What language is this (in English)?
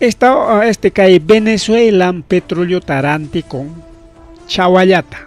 Ayacucho Quechua